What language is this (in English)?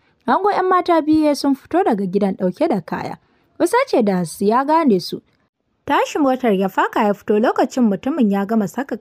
Hausa